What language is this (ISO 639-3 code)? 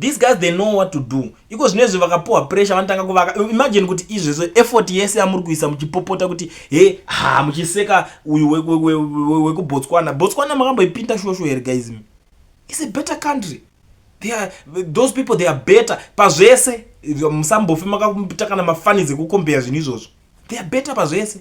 sna